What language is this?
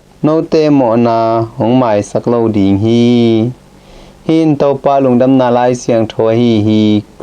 Tedim Chin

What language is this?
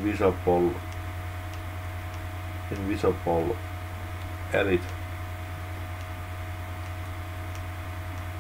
Finnish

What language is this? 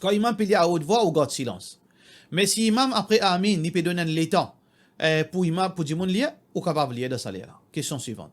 Morisyen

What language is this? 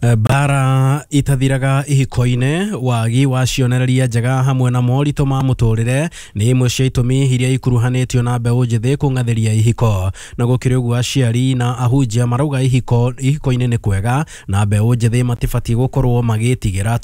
Kikuyu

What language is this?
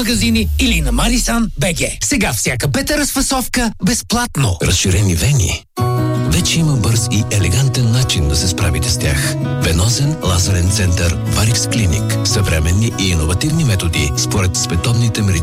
Bulgarian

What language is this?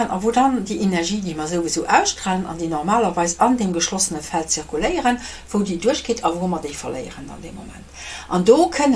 Luxembourgish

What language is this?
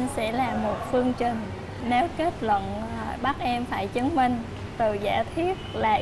Vietnamese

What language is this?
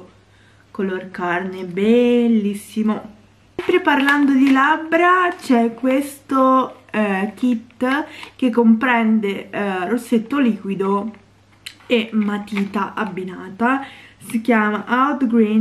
Italian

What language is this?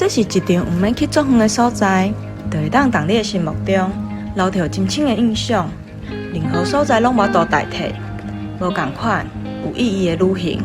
Min Nan Chinese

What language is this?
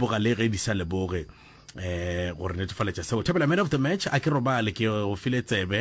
Northern Sotho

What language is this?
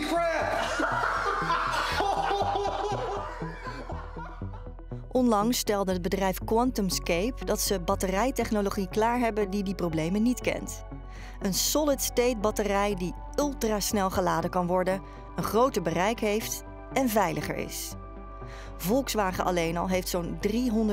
Dutch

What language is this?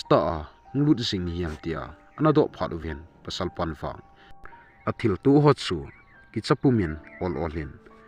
Thado Chin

